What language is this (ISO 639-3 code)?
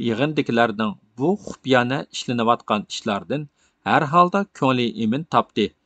uig